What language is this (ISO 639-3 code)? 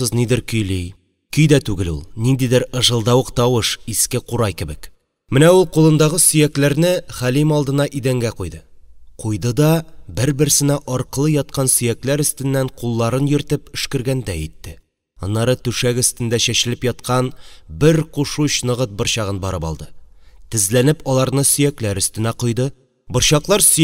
tat